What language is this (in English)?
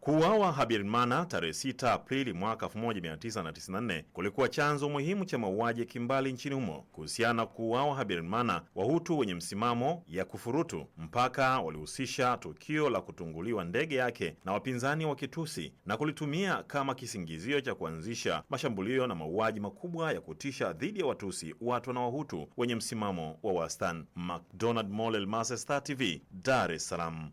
Swahili